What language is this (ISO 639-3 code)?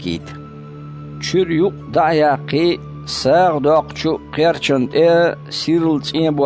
che